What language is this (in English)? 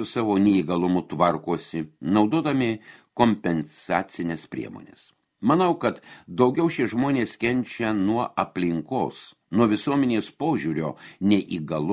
Lithuanian